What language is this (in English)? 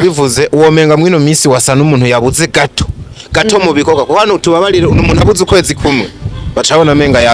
Rundi